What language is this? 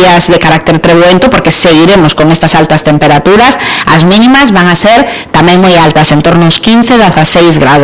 Galician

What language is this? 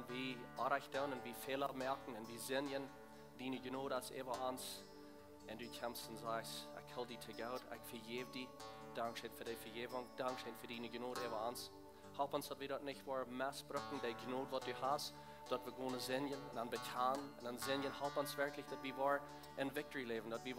Plautdietsch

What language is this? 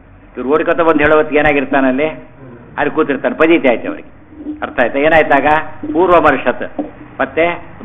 Kannada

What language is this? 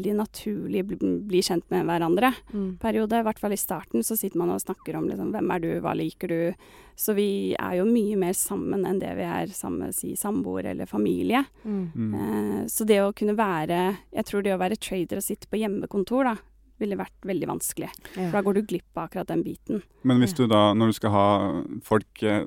Norwegian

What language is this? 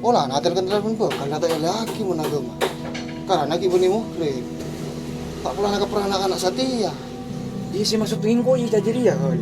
Madurese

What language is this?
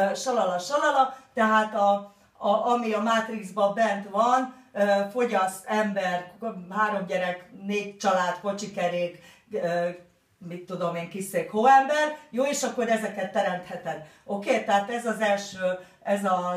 Hungarian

